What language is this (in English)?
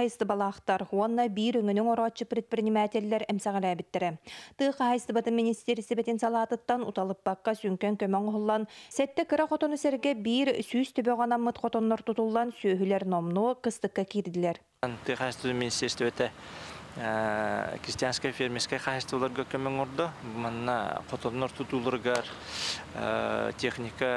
Yakut